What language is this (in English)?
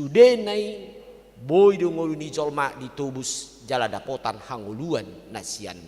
Batak Toba